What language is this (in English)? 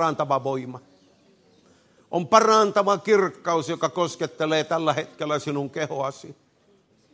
Finnish